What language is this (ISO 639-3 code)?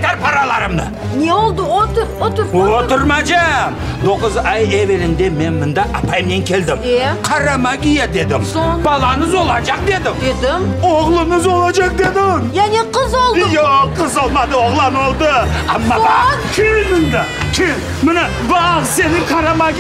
crh